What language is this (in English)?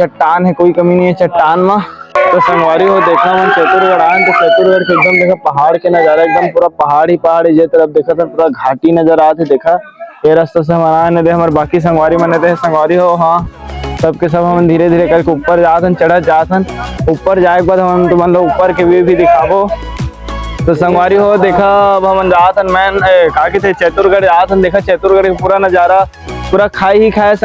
Chhattisgarhi